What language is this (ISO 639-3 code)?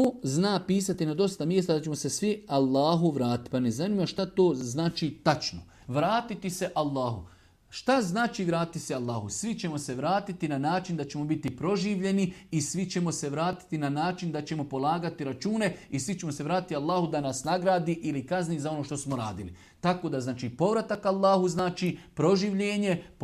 srp